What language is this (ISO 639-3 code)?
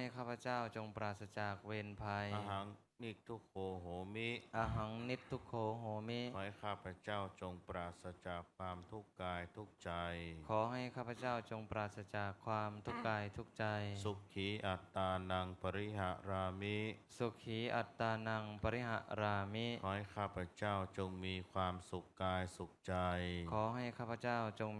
pli